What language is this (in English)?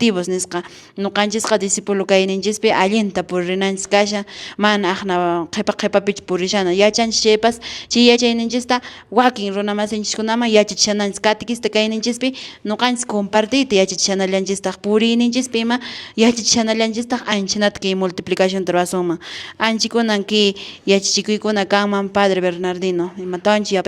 Quechua